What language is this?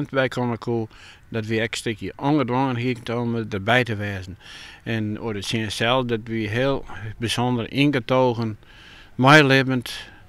Western Frisian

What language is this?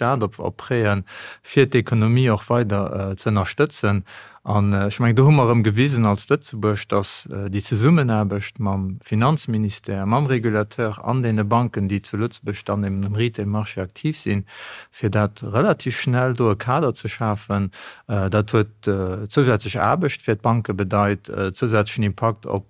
Luxembourgish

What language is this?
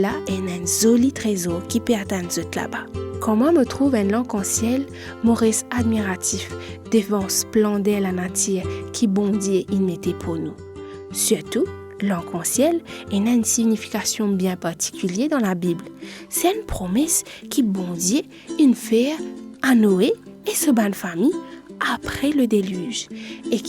Morisyen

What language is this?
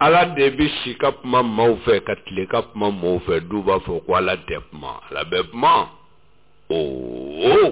Bambara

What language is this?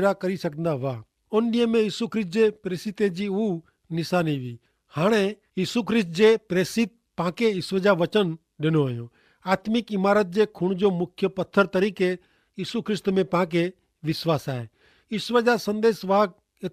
Kachhi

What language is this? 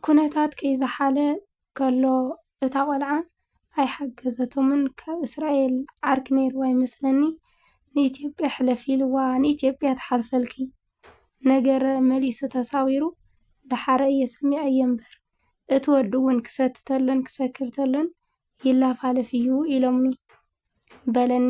Tigrinya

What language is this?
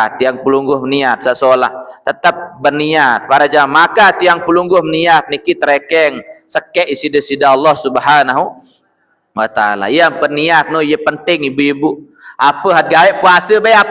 Sasak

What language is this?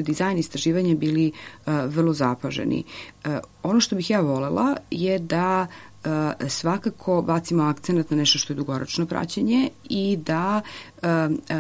Serbian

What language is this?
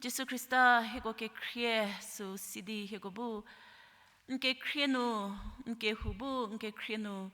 Angami Naga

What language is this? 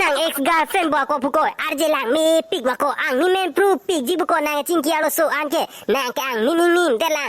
Karbi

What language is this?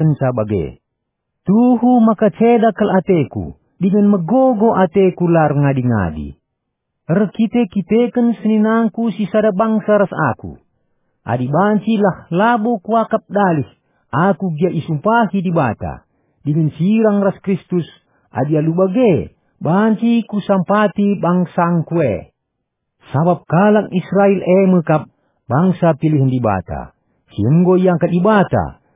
Batak Karo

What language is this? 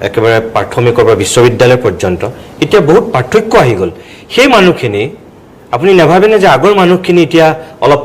Assamese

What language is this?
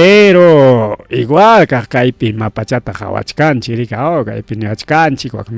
Ayacucho Quechua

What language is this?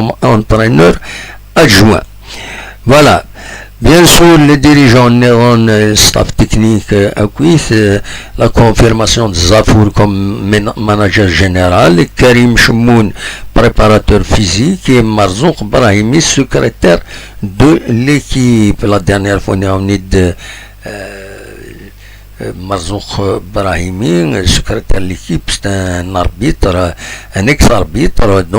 Kabyle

